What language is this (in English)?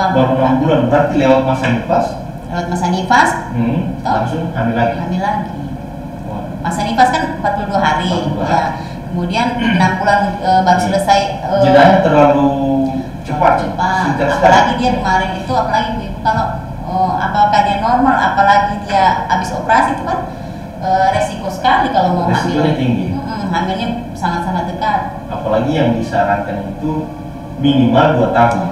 Indonesian